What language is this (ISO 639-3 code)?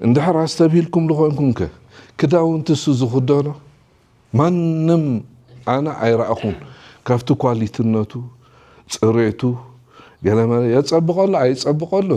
tir